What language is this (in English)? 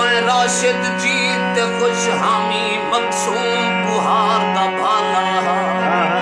Saraiki